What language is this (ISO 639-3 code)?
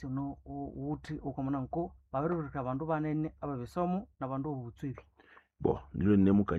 nnb